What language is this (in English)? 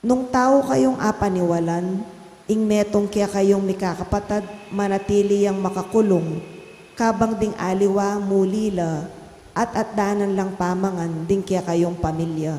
Pampanga